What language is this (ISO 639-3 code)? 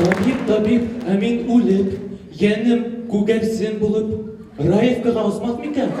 bak